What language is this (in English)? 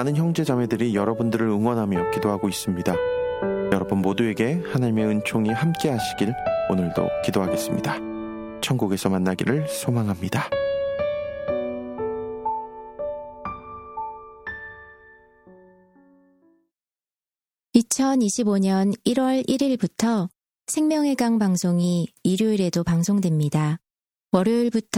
Korean